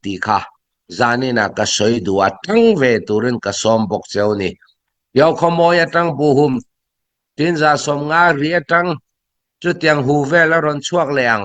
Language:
Hakha Chin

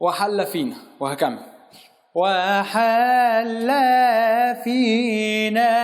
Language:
Egyptian Arabic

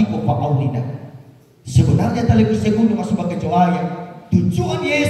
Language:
Nias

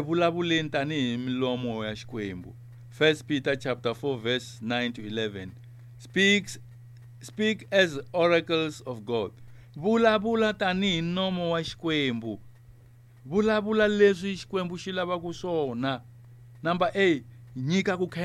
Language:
Tsonga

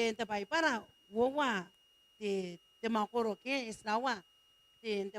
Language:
Gilbertese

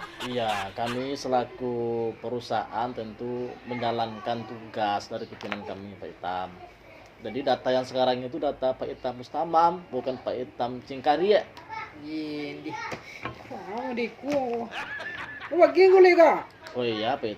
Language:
Minangkabau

